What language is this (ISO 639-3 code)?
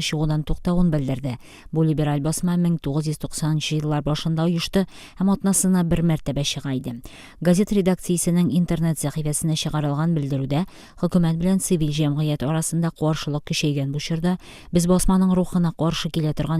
tat